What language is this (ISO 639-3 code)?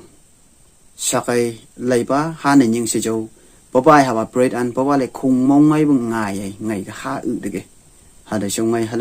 nph